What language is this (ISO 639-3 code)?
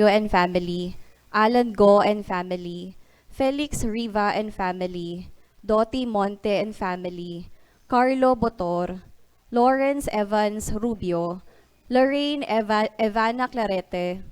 bik